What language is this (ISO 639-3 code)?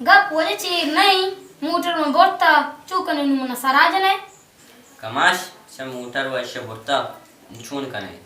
bal